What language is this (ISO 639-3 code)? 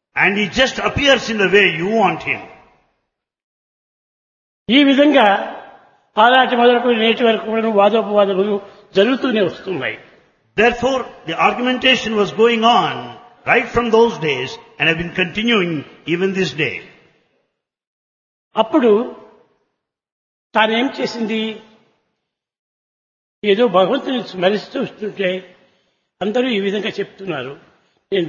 tel